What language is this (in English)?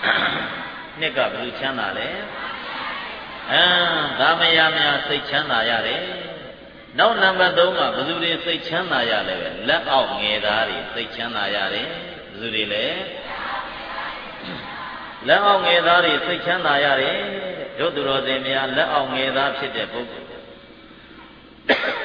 Burmese